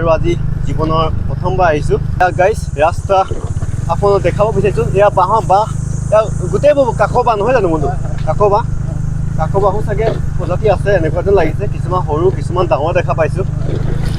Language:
Assamese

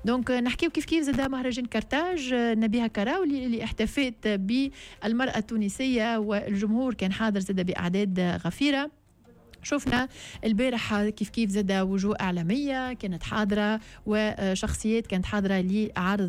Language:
Tunisian Arabic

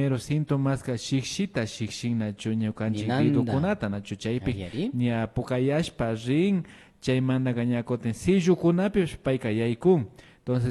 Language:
Imbabura Highland Quichua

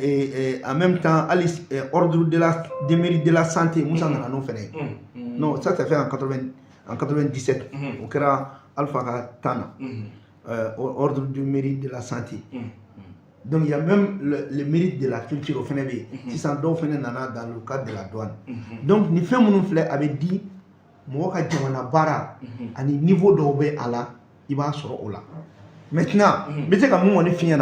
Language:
Bambara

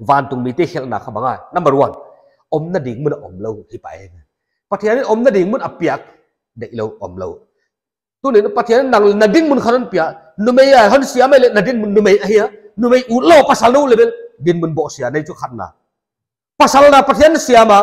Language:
Paite Chin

